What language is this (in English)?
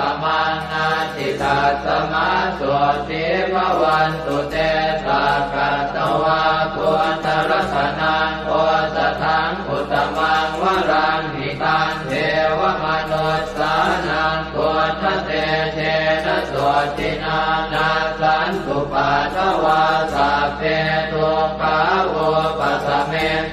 Pali